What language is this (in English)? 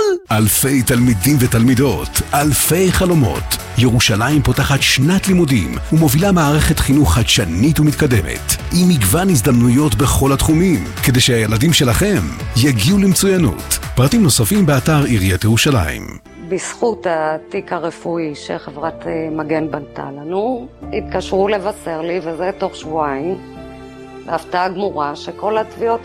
Hebrew